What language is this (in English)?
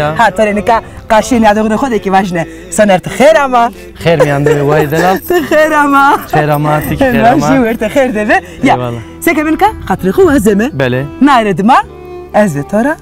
Zaza